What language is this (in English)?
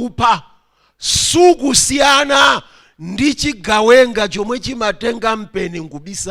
Nyanja